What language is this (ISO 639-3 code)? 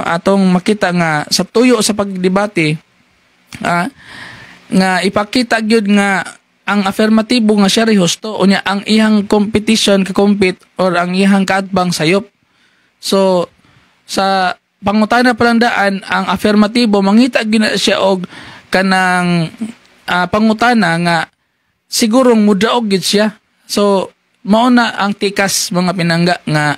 ceb